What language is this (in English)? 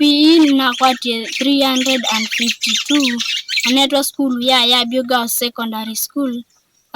Kamba